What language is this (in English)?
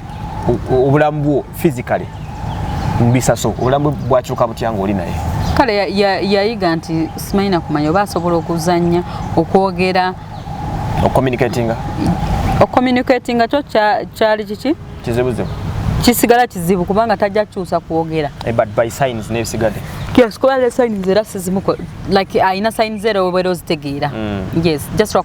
Ganda